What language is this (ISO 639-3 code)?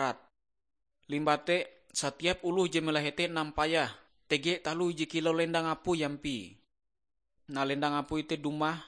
nij